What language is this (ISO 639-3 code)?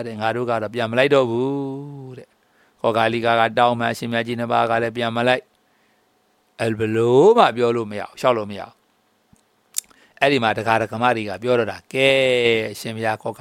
mya